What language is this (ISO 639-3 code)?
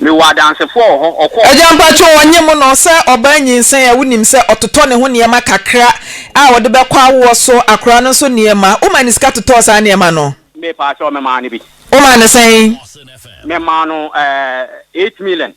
aka